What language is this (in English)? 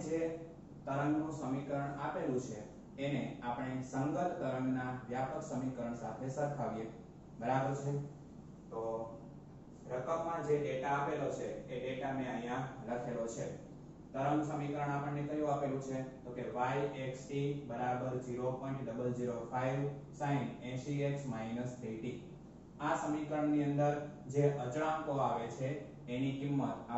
Gujarati